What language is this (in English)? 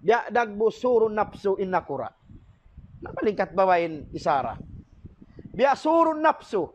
Tausug